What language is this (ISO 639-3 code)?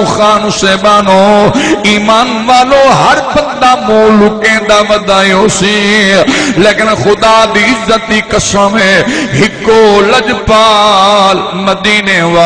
skr